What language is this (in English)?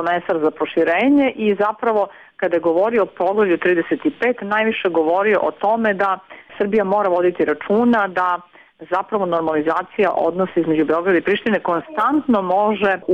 Serbian